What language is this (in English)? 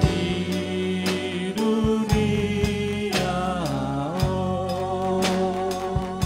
Batak Simalungun